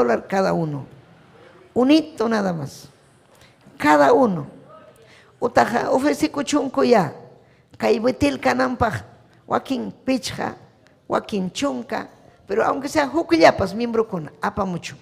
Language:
Ayacucho Quechua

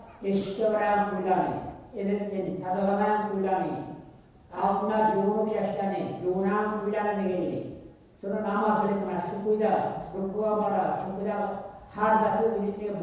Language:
Kumyk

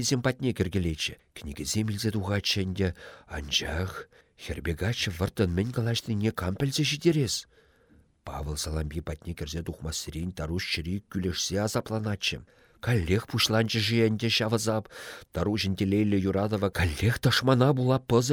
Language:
Chuvash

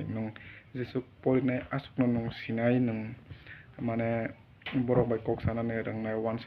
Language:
Kok Borok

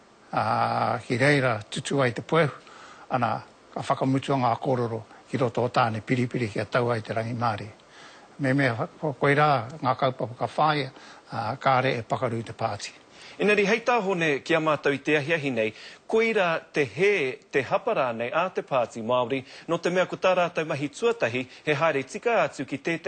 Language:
Māori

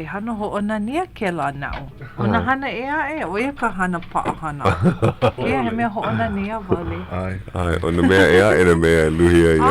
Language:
Hawaiian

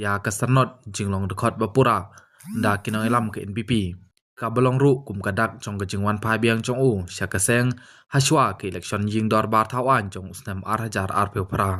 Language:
Khasi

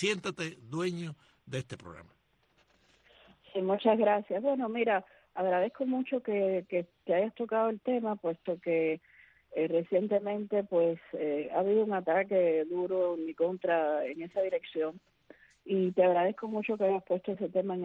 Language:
Spanish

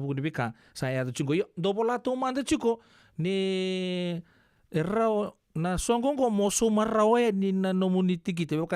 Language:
Fijian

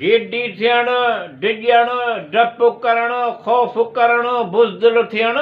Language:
Sindhi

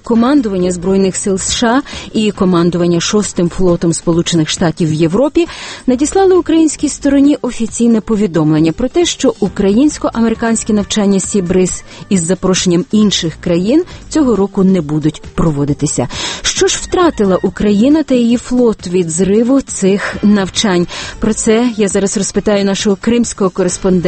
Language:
Ukrainian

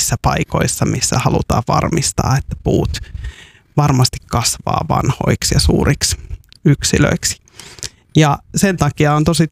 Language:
Finnish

